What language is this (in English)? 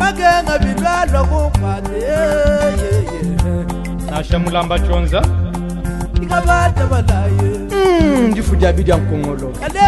Luba-Lulua